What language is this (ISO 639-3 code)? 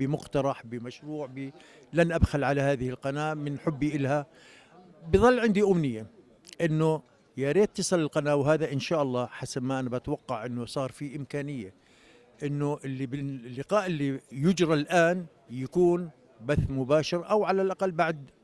apc